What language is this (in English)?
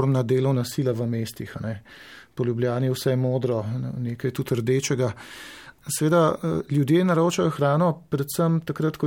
Slovenian